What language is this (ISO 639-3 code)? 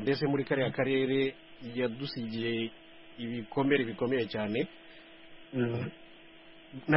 kin